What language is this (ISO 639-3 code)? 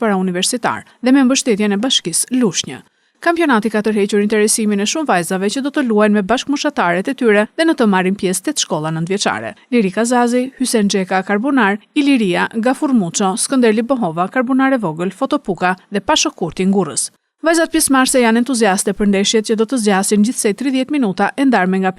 sqi